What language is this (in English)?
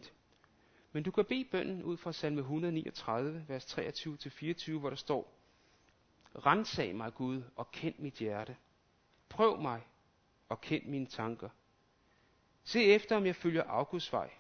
Danish